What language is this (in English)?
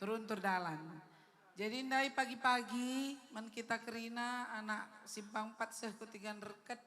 Batak Karo